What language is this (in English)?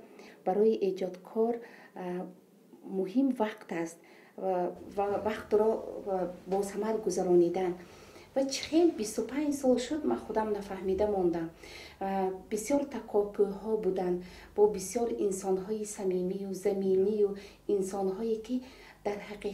Tajik